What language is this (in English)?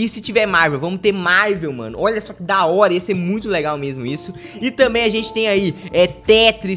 Portuguese